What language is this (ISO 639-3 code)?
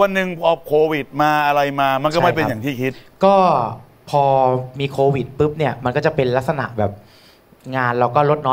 tha